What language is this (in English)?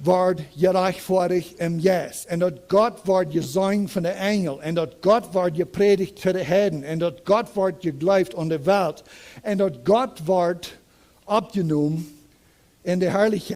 Plautdietsch